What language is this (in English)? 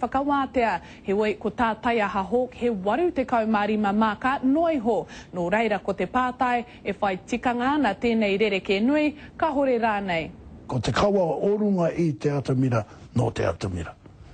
Māori